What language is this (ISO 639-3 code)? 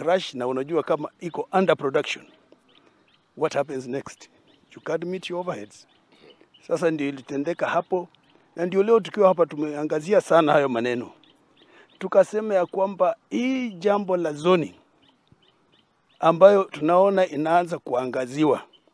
swa